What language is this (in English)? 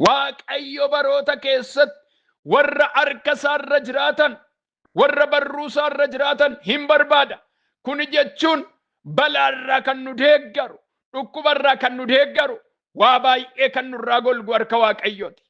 Oromo